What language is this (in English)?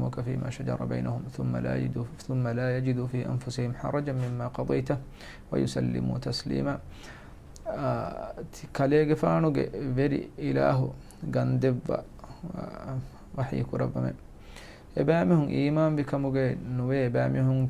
Divehi